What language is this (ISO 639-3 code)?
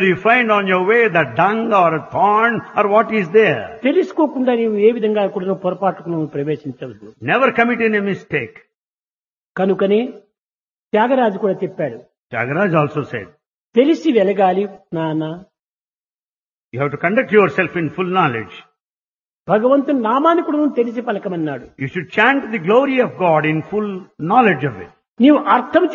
tel